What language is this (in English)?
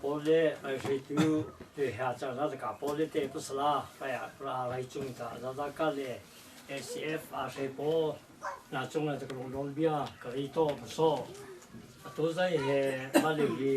Hakha Chin